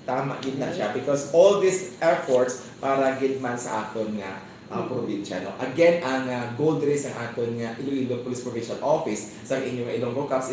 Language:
Hiligaynon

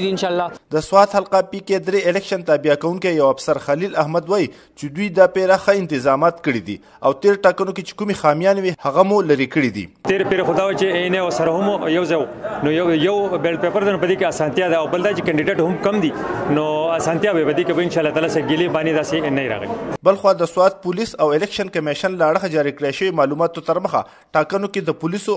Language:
Pashto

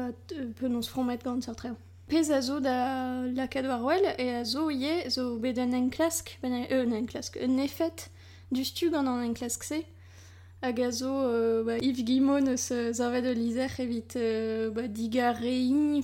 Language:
Breton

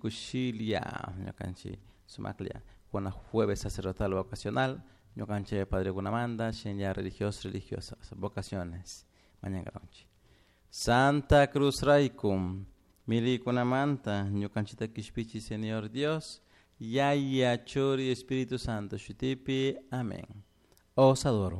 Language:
Chimborazo Highland Quichua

